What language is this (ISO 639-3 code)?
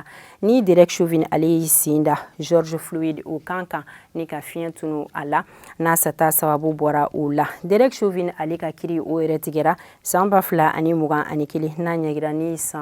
bam